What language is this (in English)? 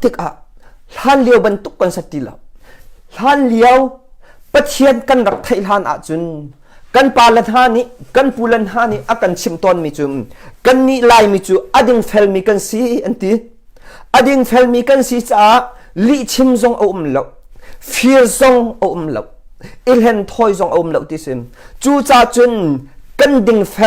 Hakha Chin